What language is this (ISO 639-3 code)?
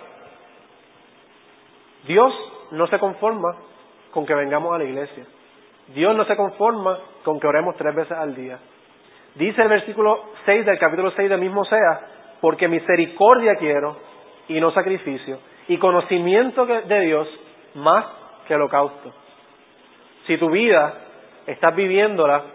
spa